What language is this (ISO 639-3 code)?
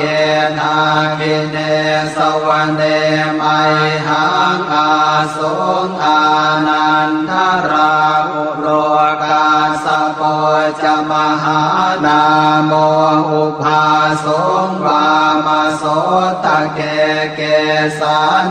pli